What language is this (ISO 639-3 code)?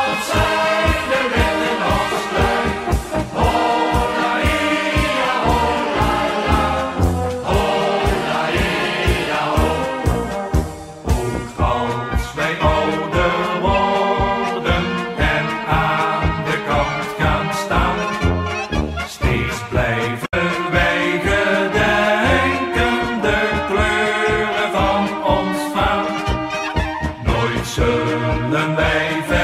nld